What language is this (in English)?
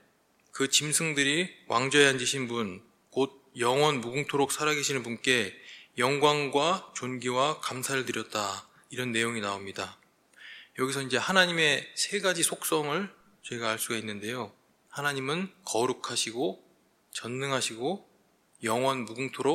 Korean